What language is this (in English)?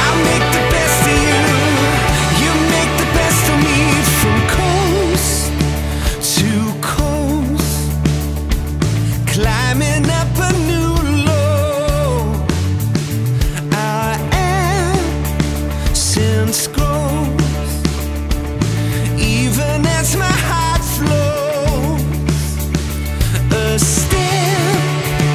English